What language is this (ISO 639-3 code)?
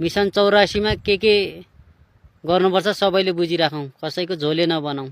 nep